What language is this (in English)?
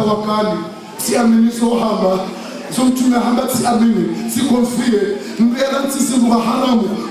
Ngazidja Comorian